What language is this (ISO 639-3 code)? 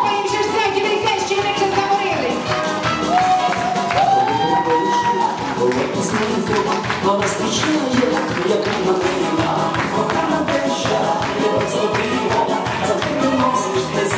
ukr